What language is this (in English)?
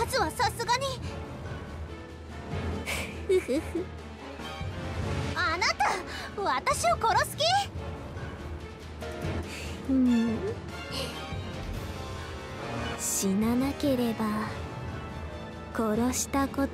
Japanese